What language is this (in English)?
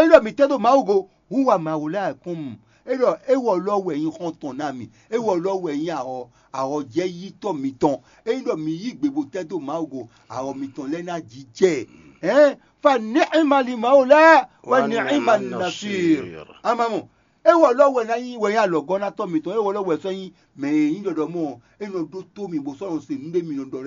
Fon